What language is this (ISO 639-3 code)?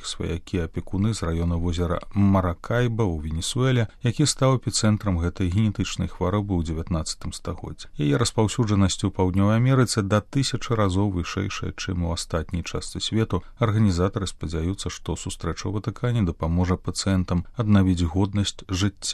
bel